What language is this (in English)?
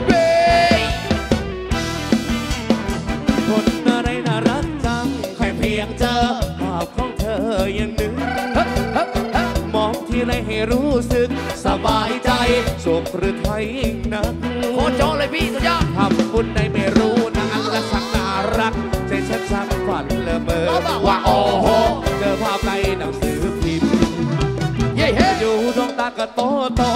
Thai